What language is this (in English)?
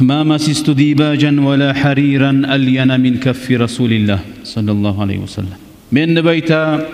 Kumyk